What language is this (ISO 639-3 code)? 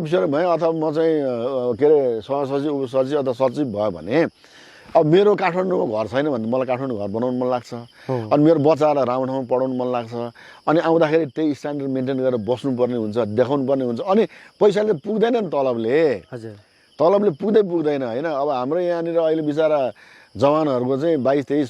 nep